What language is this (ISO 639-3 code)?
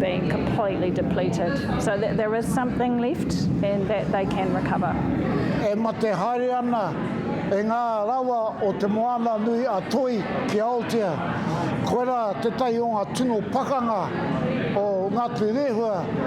mri